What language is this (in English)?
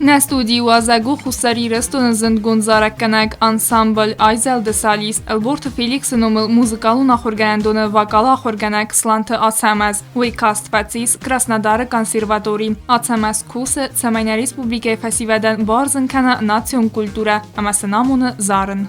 Ossetic